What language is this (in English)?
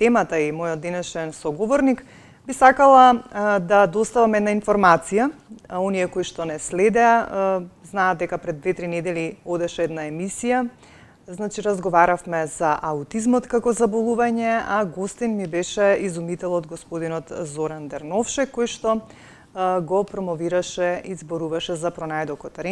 Macedonian